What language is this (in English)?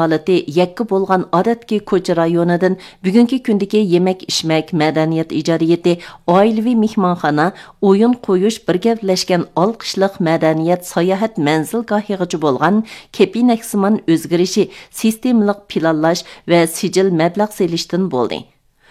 Uyghur